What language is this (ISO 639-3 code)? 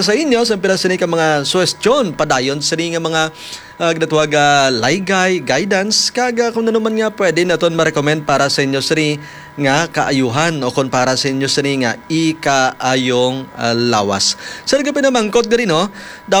hil